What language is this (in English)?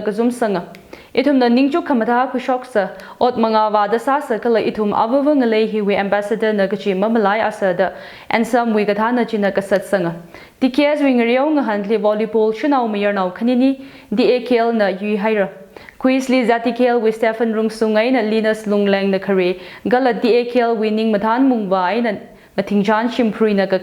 Tangkhul Naga (India)